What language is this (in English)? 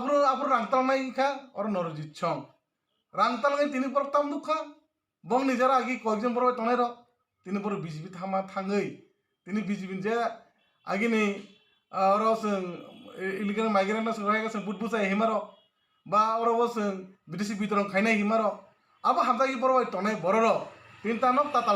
Kok Borok